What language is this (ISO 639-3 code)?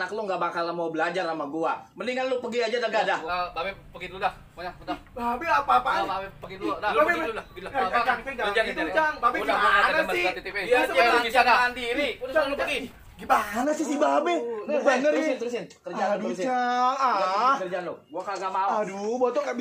bew